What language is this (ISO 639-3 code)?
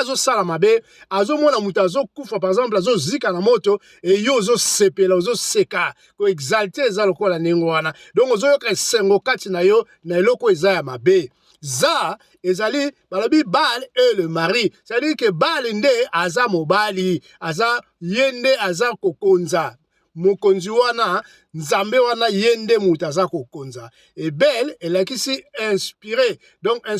lin